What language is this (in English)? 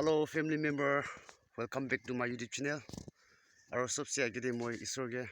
Naga Pidgin